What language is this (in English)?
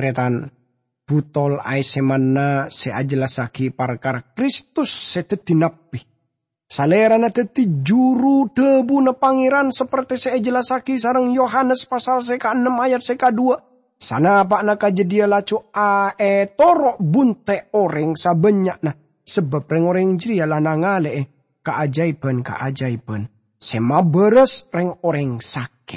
Madurese